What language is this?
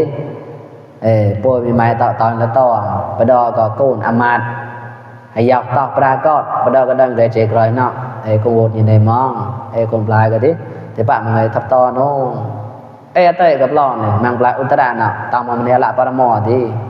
Mon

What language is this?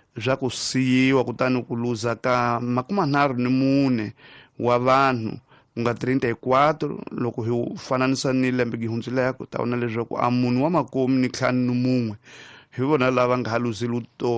Tsonga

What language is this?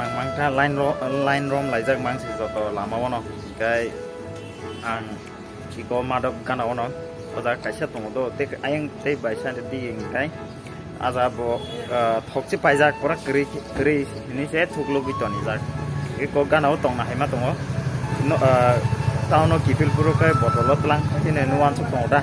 Kok Borok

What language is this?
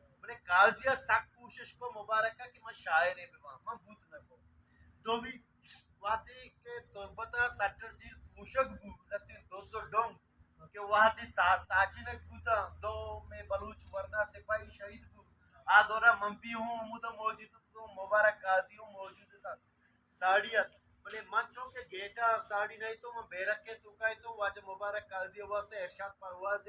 Baluchi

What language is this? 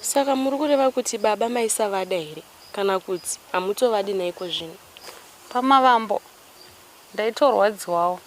Shona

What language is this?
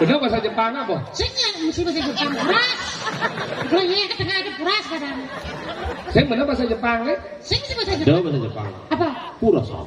Balinese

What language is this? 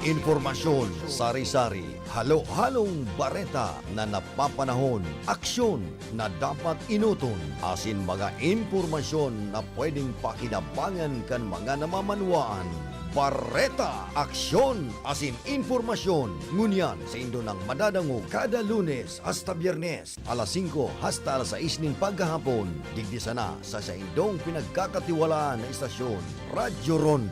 Bikol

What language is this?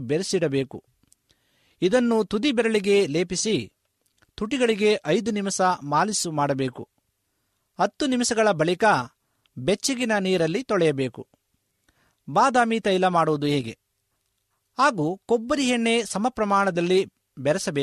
Kannada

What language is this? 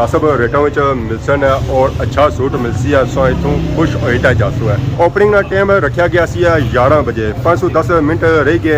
Pahari-Potwari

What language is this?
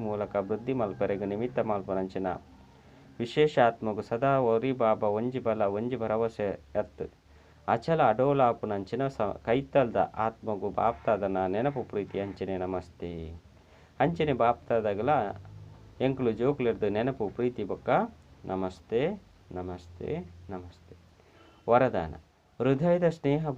Tulu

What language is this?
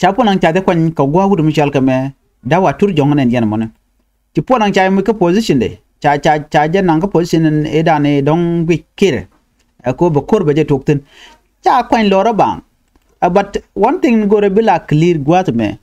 Nuer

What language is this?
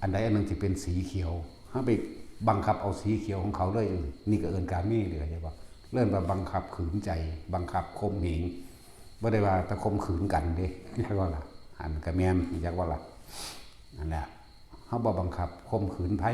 Lao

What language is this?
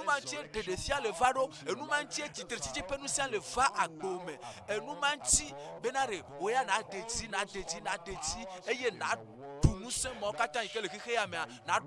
Ewe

